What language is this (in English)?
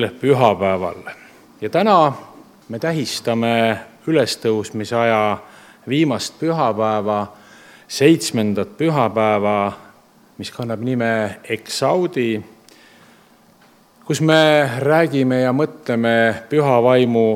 Estonian